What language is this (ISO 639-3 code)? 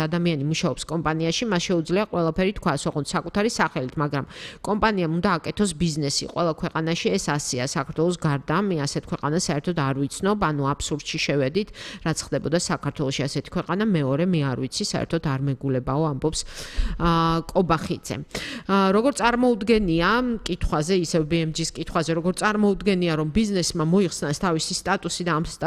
kat